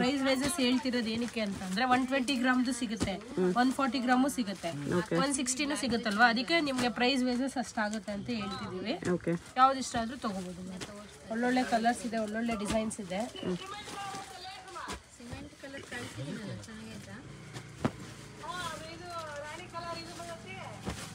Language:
Kannada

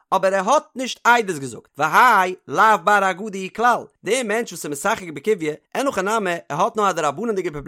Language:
Yiddish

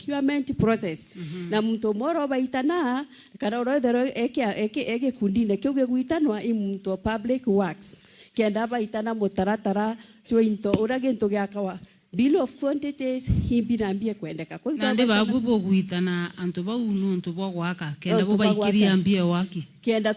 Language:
Meru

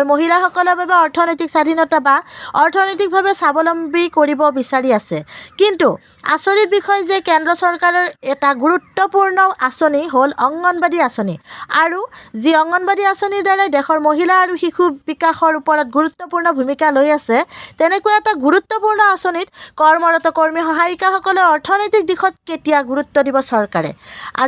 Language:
Assamese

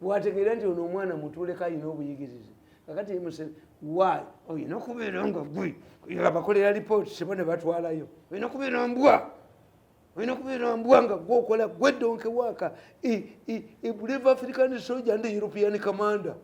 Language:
Ganda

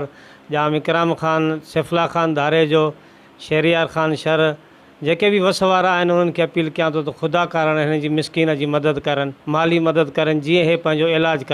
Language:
Sindhi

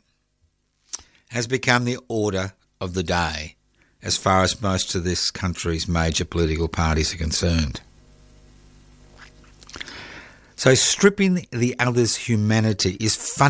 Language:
English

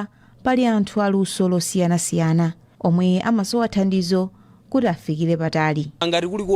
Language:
Nyanja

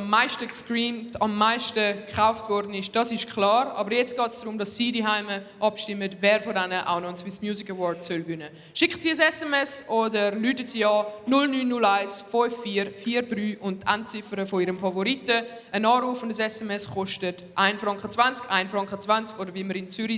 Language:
Swiss German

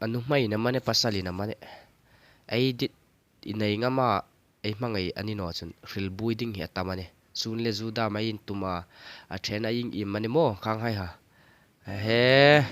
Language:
Hmar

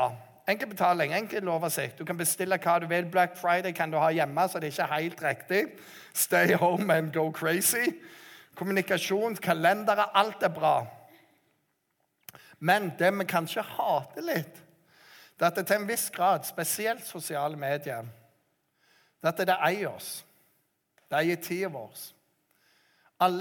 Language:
Norwegian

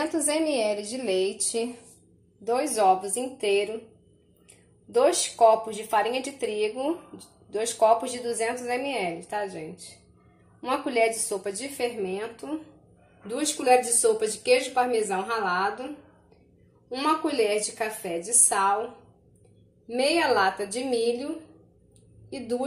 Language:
Portuguese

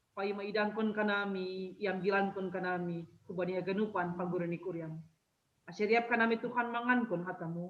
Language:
Batak Simalungun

